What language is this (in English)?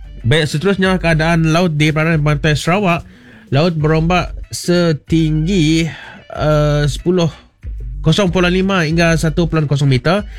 Malay